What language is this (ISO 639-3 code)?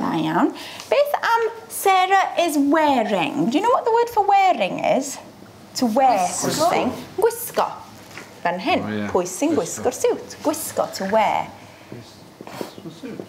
cym